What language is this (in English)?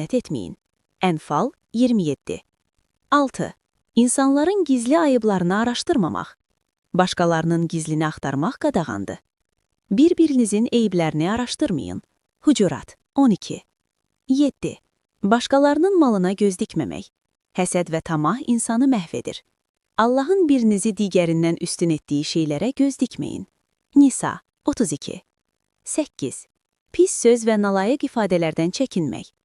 Azerbaijani